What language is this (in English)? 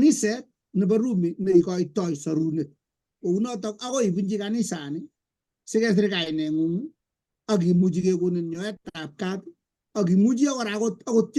Kalenjin